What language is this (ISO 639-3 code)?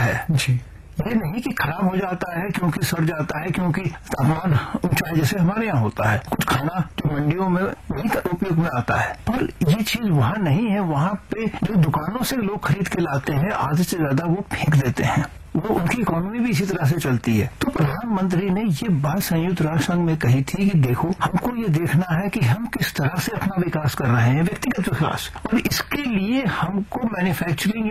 hin